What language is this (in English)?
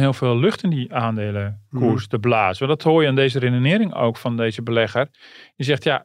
Dutch